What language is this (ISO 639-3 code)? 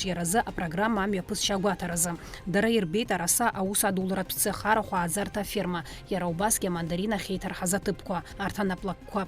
abk